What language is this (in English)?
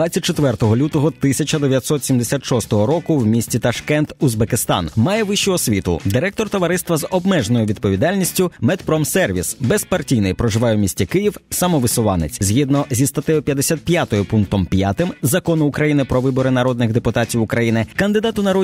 Ukrainian